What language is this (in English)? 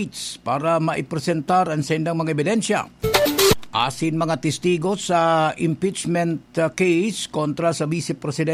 Bikol